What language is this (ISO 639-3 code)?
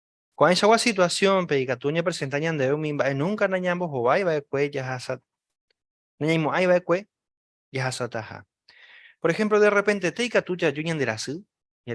grn